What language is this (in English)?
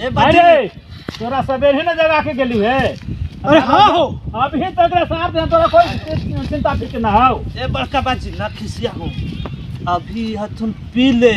Magahi